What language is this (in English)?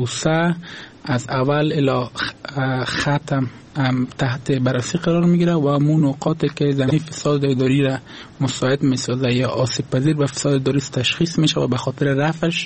Persian